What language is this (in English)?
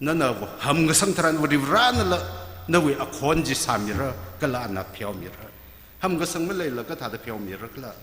Tangkhul Naga (India)